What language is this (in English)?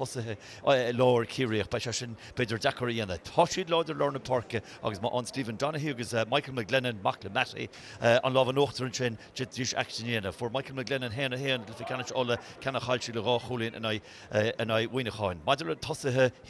Irish